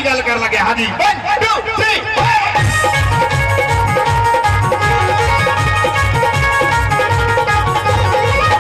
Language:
Punjabi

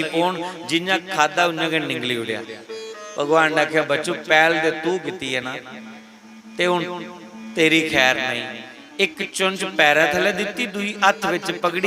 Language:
Dogri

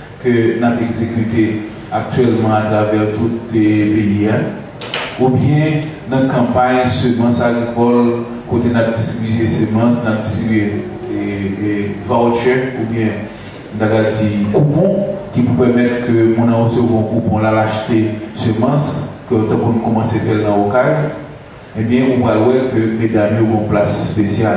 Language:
Haitian Creole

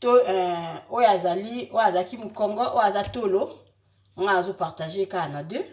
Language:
Lingala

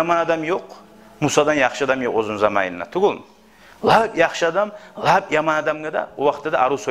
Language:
Kumyk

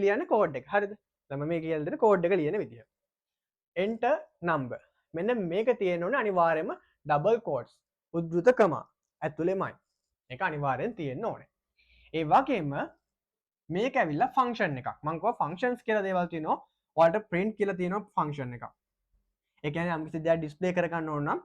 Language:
Sinhala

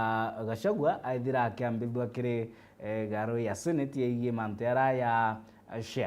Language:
Meru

